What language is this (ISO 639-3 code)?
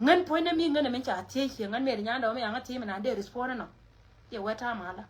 nus